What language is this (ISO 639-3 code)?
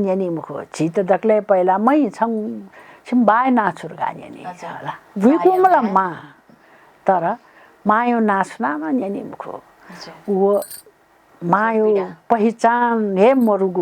new